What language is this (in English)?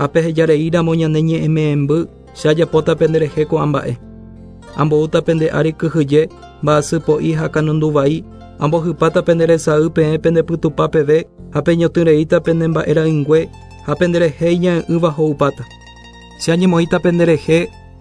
Guarani